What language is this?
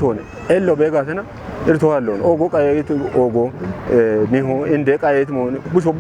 Kafa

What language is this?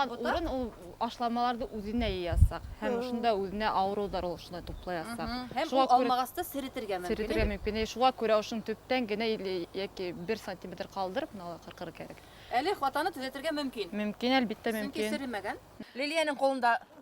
Bashkir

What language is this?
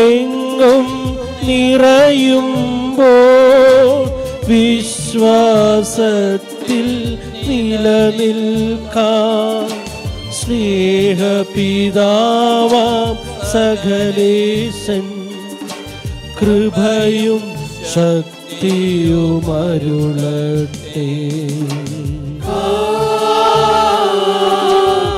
Malayalam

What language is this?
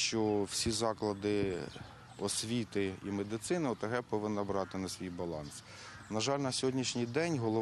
Ukrainian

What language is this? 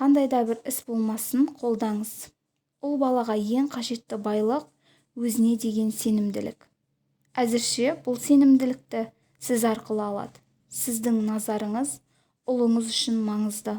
Kazakh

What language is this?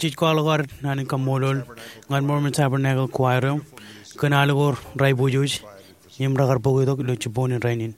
Marshallese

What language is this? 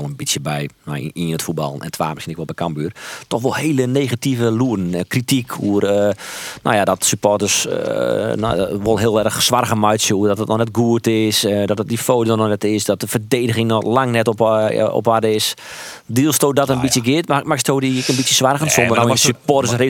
Western Frisian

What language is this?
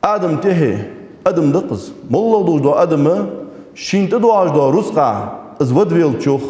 Ingush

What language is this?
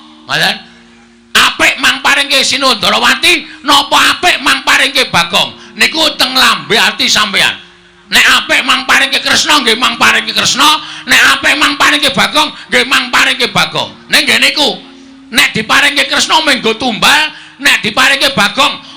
Javanese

